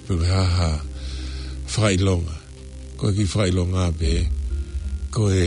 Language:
Tongan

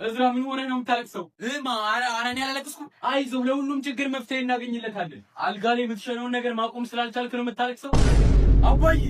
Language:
Amharic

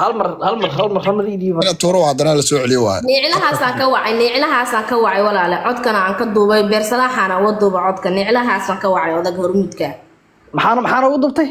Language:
Somali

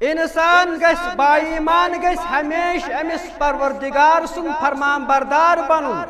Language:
Kashmiri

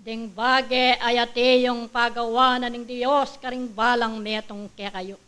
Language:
Pampanga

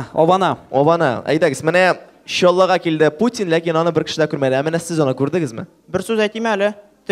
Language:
Tatar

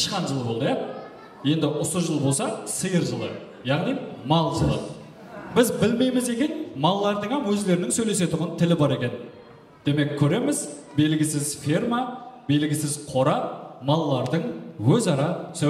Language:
Kara-Kalpak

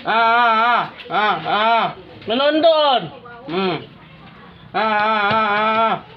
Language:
Minangkabau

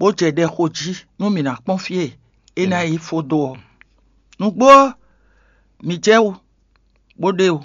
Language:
Fon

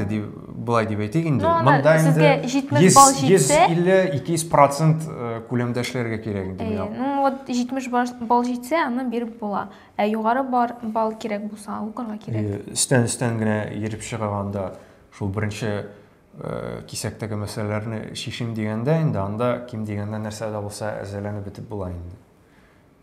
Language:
Tatar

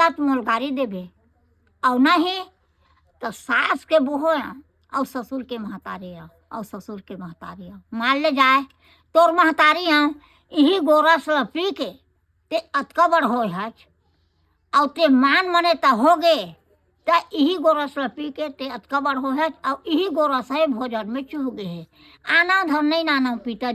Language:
Chhattisgarhi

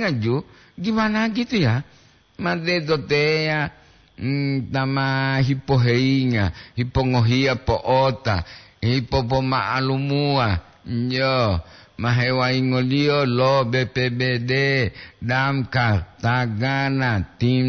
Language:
Gorontalo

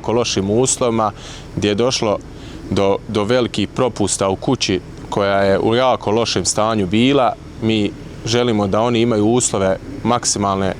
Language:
Bosnian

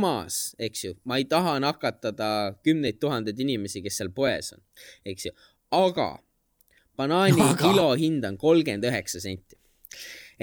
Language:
Estonian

